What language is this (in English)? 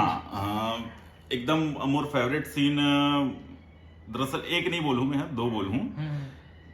Chhattisgarhi